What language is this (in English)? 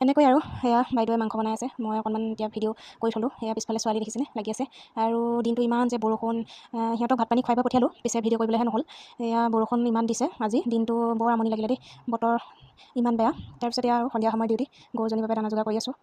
Assamese